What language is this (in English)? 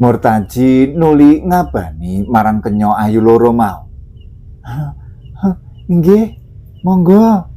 Javanese